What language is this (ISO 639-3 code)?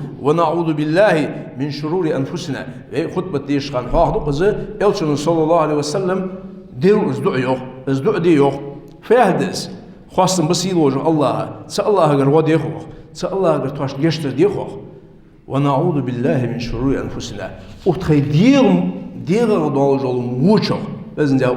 inh